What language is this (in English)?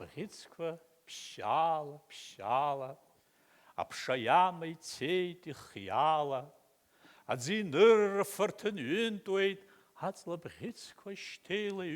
Abkhazian